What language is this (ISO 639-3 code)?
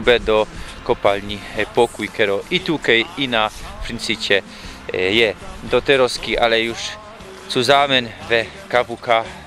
szl